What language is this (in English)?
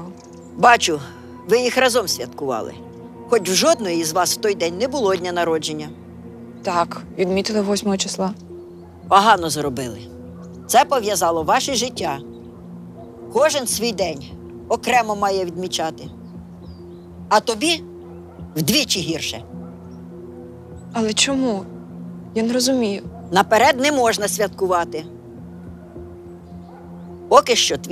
Ukrainian